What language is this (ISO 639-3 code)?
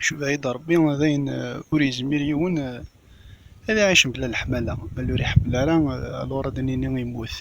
kab